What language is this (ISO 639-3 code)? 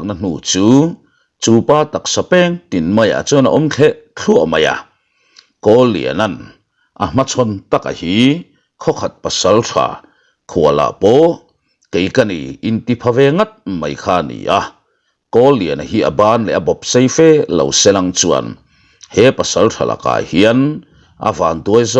lus